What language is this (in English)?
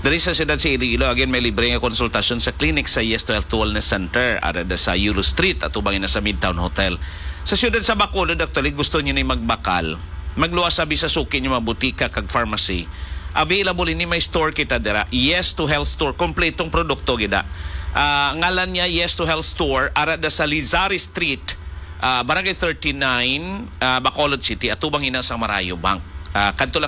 Hiligaynon